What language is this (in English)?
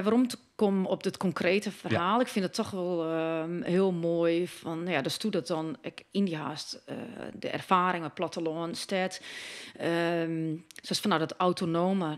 Western Frisian